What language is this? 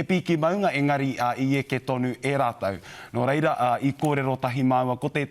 Māori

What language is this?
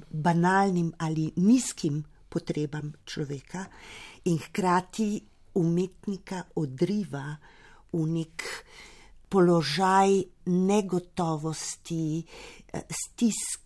Slovenian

